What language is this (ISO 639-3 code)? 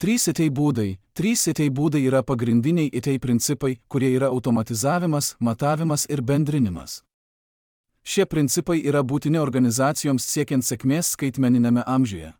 lit